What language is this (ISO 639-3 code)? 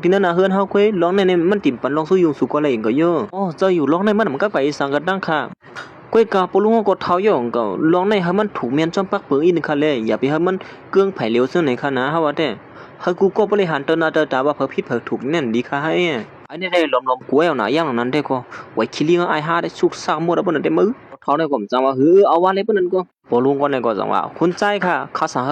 shn